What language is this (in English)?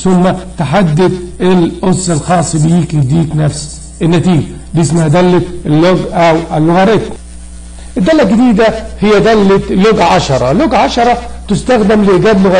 Egyptian Arabic